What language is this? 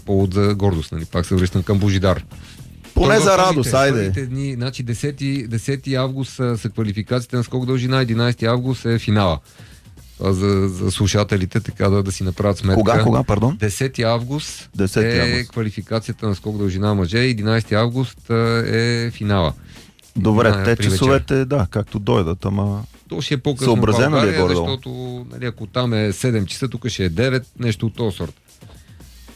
Bulgarian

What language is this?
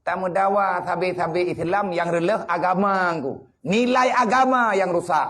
Achinese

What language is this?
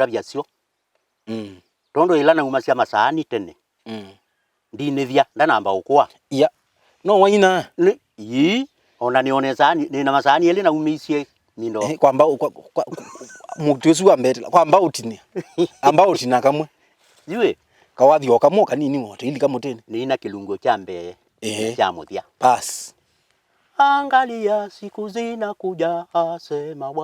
Kamba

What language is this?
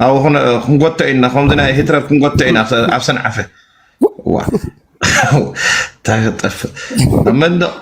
Tigrinya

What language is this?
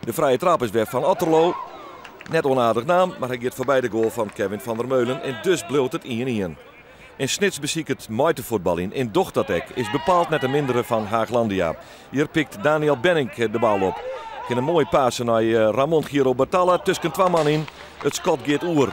Western Frisian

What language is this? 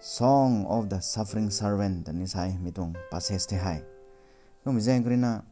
Rongmei Naga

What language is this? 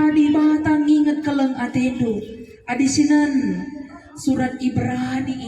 Batak Karo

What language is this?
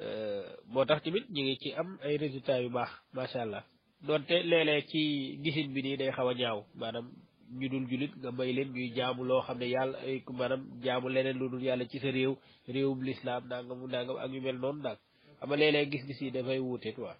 Wolof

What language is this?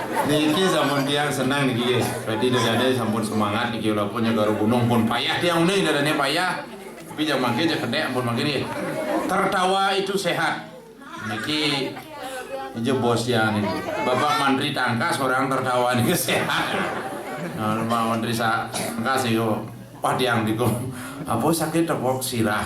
Balinese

